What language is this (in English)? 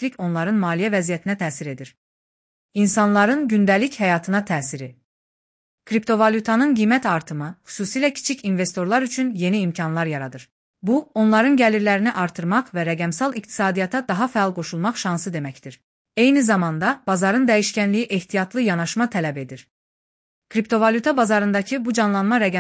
Azerbaijani